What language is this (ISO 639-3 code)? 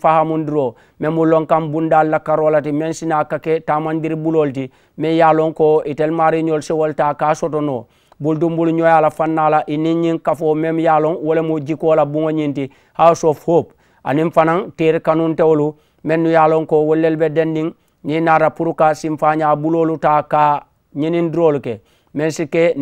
man